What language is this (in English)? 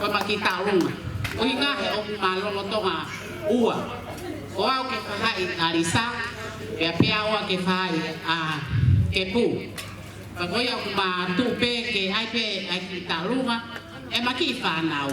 Tongan